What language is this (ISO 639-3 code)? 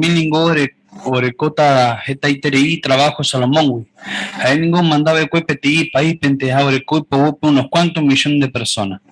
grn